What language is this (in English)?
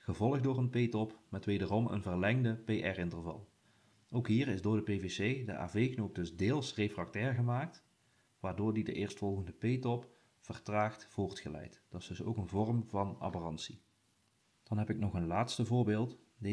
Dutch